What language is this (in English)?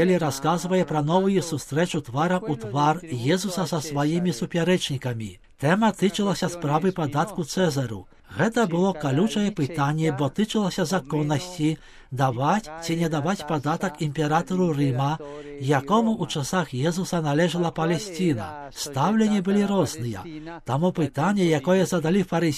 Belarusian